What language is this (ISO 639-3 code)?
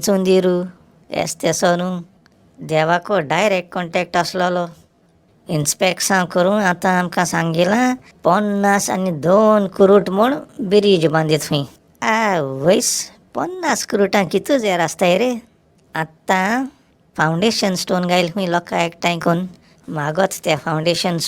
kok